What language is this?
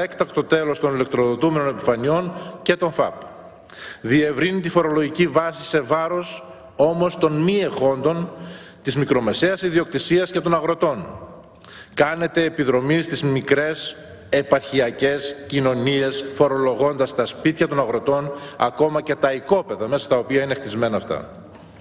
Greek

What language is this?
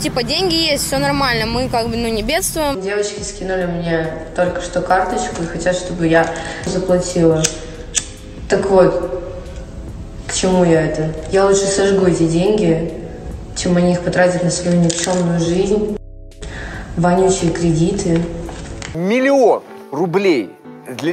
Russian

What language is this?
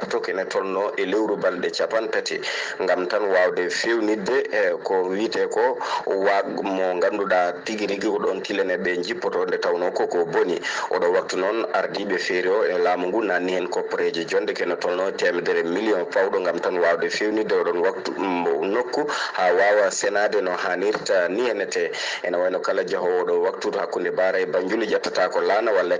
Fula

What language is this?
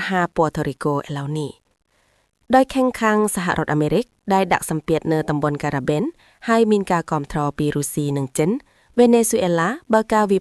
Khmer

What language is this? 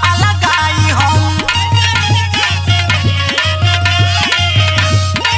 Bhojpuri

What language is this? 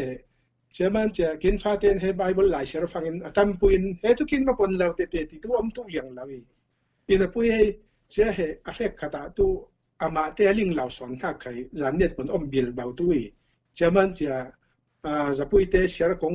Falam Chin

